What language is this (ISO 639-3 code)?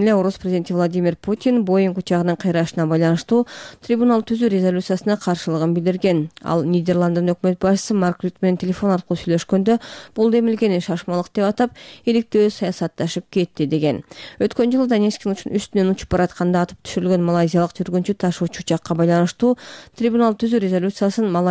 kir